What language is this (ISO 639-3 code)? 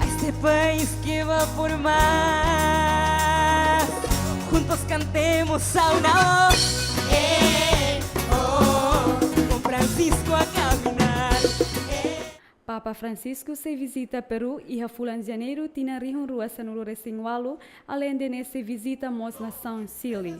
tet